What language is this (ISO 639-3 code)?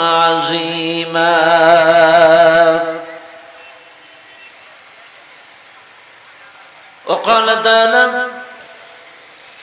ben